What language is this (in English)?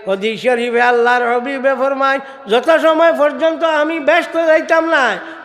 Sylheti